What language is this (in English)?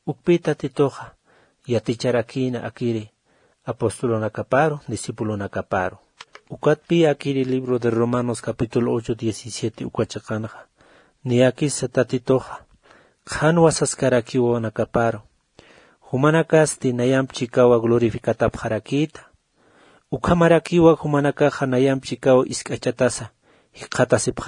Aymara